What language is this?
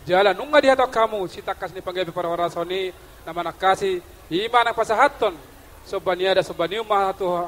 Batak Toba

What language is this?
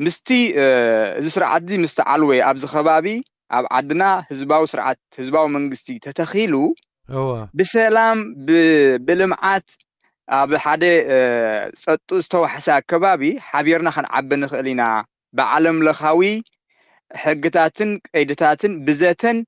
Tigrinya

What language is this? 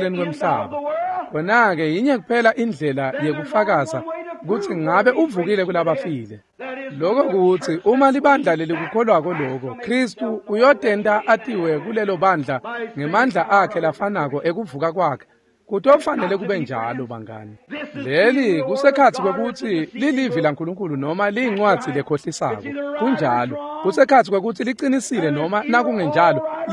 Swati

